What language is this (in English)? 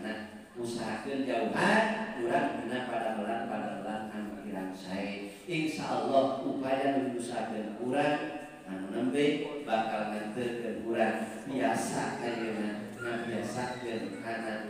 Sundanese